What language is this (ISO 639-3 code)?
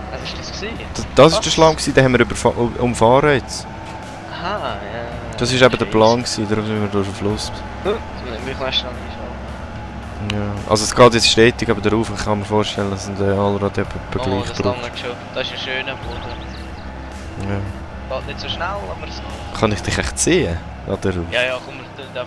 gsw